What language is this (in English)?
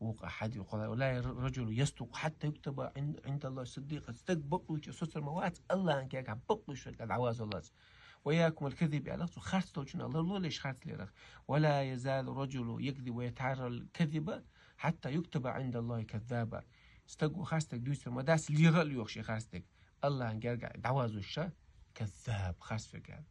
Chechen